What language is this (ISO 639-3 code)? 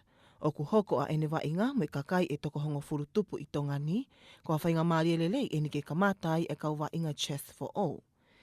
ton